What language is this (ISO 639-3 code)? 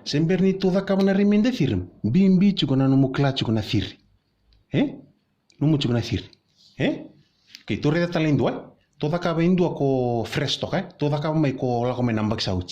fij